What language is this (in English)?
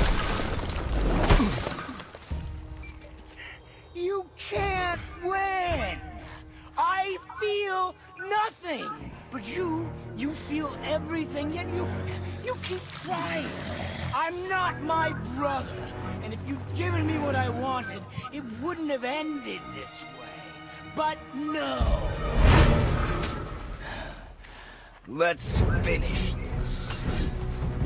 English